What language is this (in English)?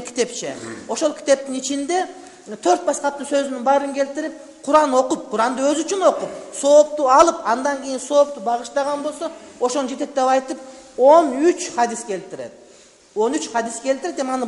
Kyrgyz